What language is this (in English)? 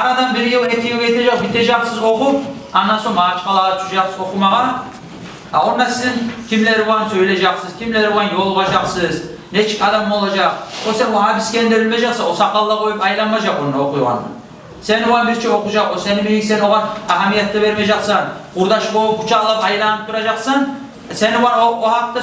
Kumyk